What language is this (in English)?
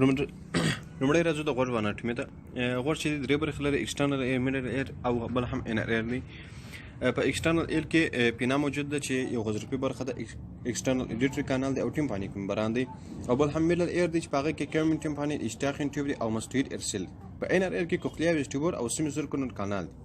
Pashto